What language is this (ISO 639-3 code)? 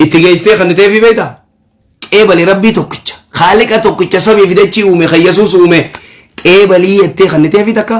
orm